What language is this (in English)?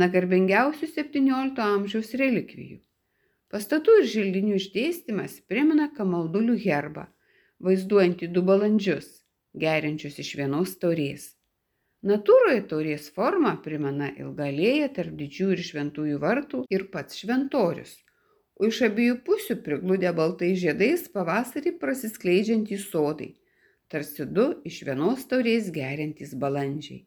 Lithuanian